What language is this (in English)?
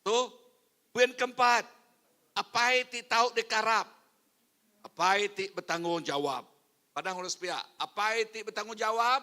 Iban